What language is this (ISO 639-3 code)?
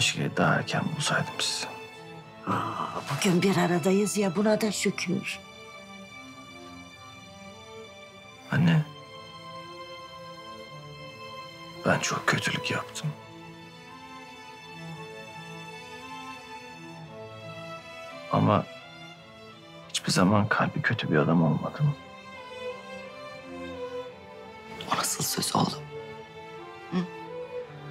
tur